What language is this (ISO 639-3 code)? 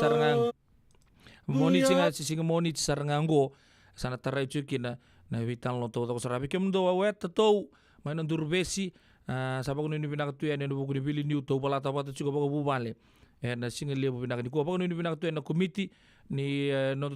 fij